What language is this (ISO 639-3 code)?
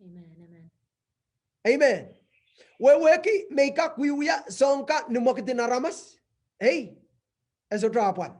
pon